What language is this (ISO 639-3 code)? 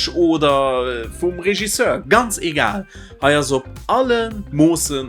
ltz